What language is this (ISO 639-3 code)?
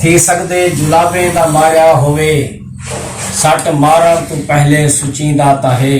skr